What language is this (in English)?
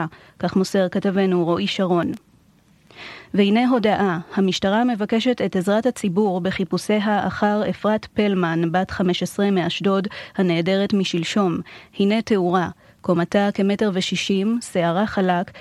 Hebrew